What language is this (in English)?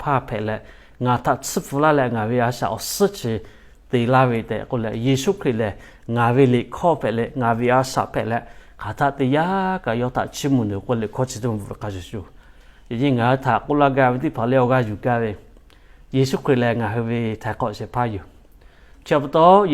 Lahu